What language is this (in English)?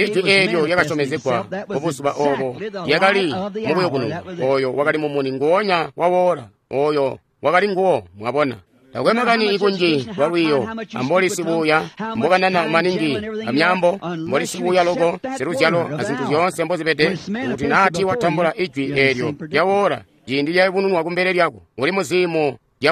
Tonga (Zambia)